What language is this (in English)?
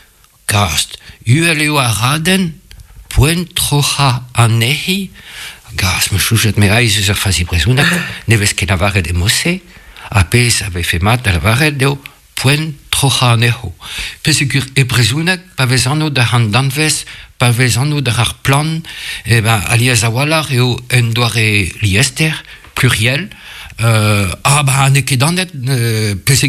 Breton